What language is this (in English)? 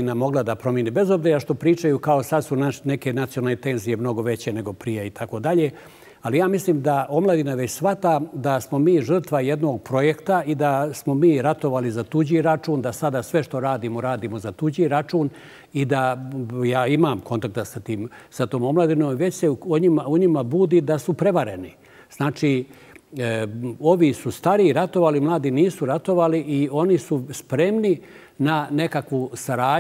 Bosnian